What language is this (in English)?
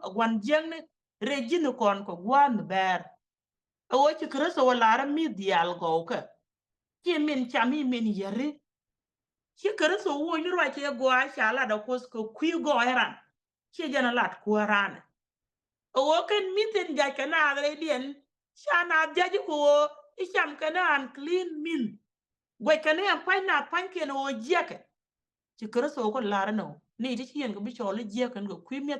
Nuer